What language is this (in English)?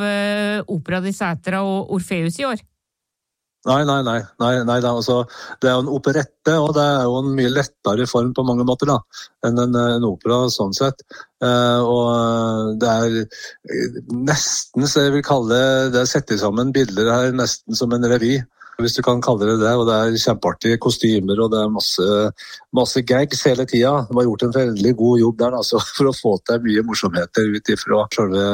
Norwegian